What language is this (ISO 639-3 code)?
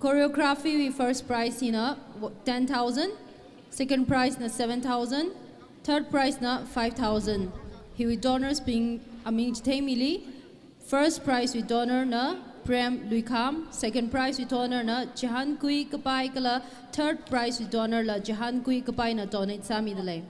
nmf